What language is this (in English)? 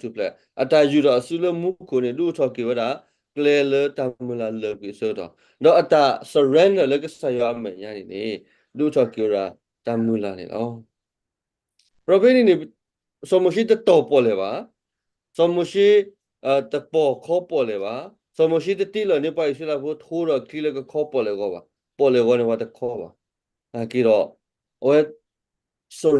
S'gaw Karen